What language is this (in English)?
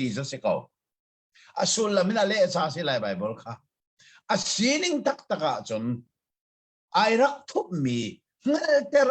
Hakha Chin